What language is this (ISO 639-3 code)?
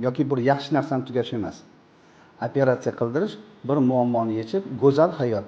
uzb